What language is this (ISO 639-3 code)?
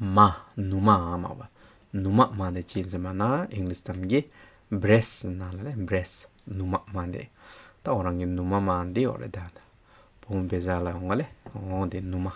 scp